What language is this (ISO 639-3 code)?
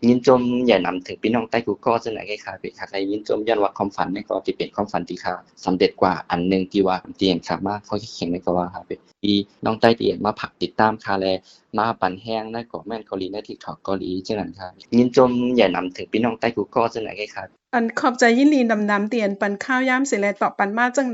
shn